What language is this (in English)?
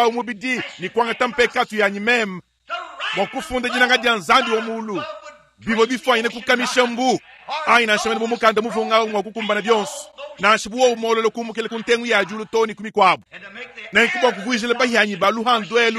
Luba-Lulua